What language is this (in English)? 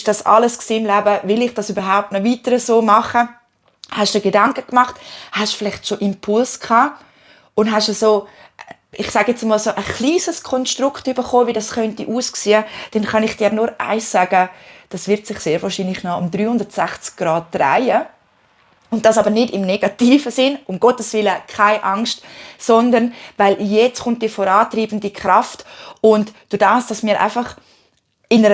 Swiss German